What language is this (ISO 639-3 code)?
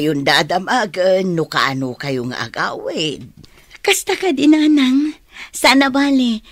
ilo